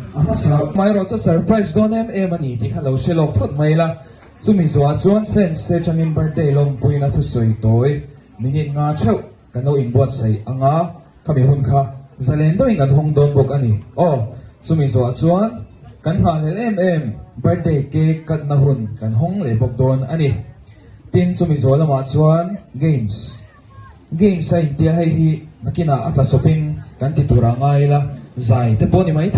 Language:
Mizo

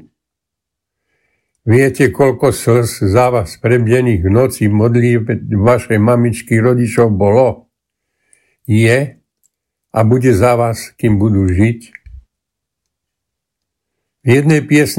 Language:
Slovak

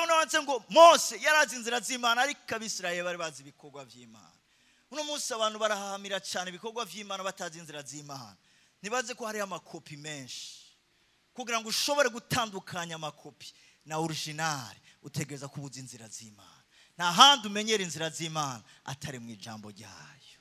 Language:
Rundi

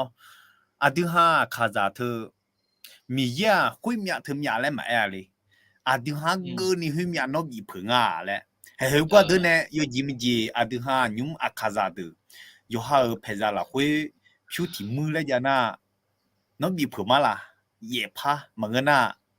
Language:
Akha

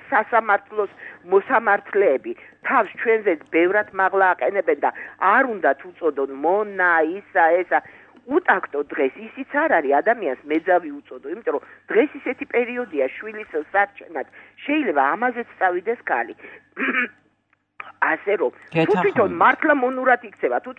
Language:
Georgian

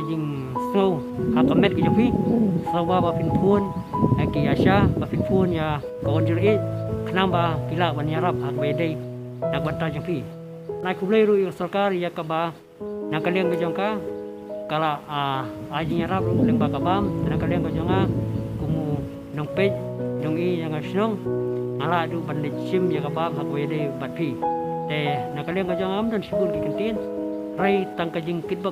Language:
Khasi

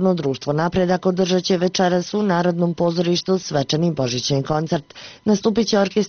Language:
Bosnian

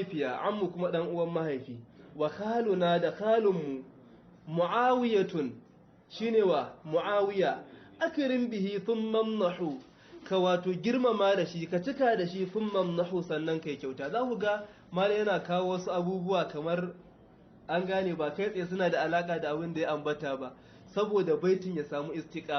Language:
Hausa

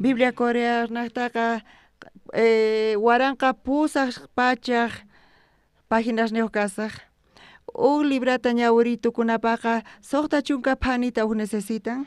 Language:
South Bolivian Quechua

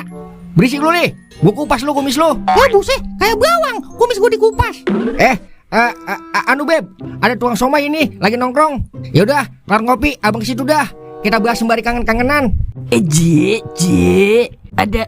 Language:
Betawi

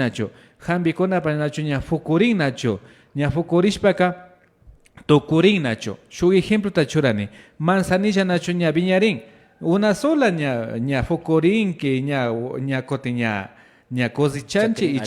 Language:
Imbabura Highland Quichua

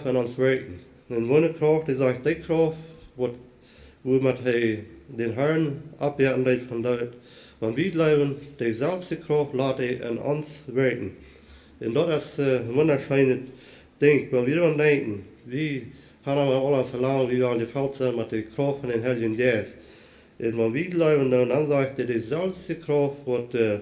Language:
Plautdietsch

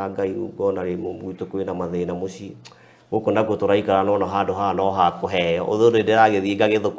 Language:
Kikuyu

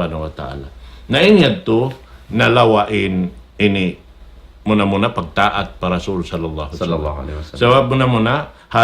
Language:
Tausug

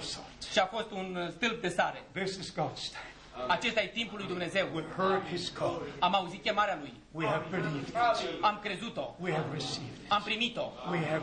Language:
Romanian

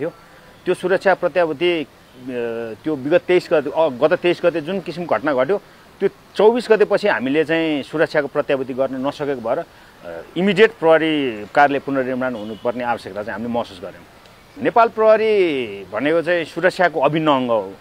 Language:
Nepali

